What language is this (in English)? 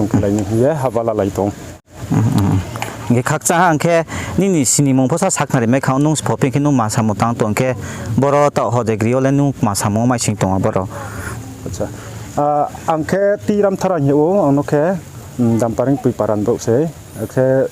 Riang (India)